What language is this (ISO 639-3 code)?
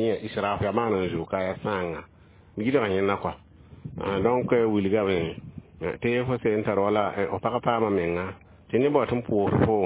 mos